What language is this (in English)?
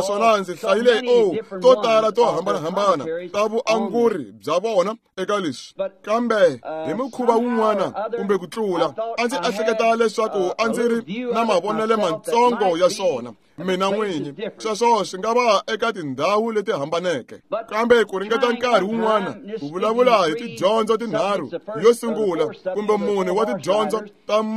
Tsonga